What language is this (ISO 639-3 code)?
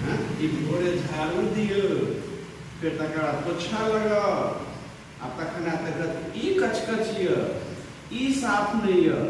mai